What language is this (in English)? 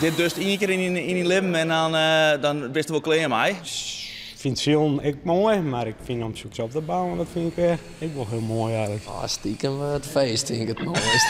Western Frisian